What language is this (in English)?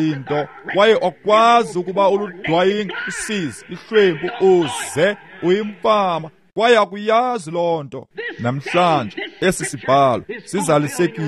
Xhosa